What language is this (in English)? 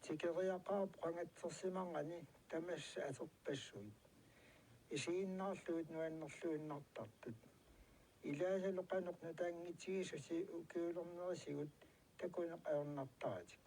Kalaallisut